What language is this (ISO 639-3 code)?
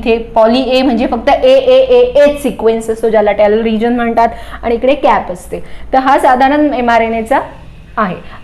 mar